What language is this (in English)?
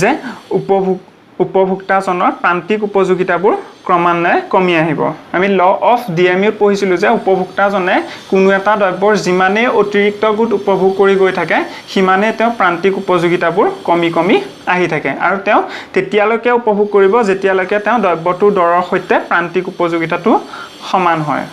Assamese